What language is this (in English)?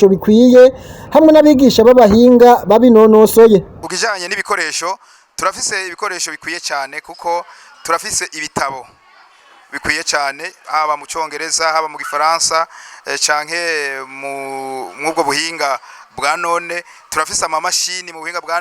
Rundi